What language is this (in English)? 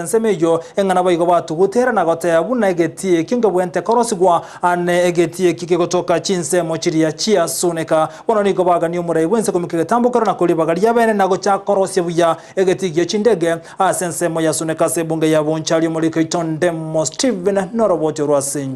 Gusii